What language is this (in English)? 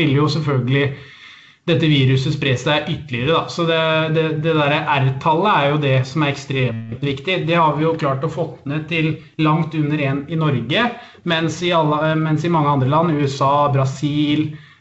Norwegian